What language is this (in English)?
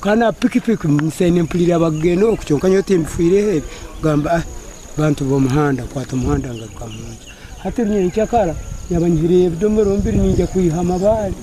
Nyankole